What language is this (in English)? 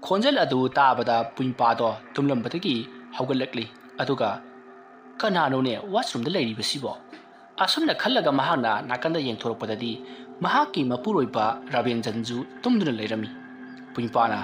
Manipuri